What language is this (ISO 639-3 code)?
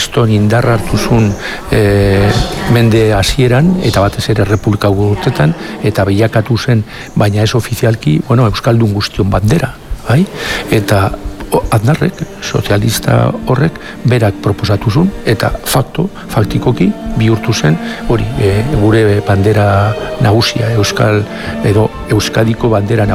eus